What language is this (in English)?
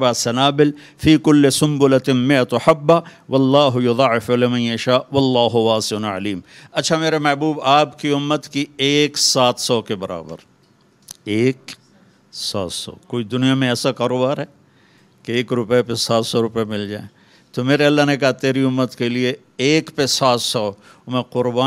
Urdu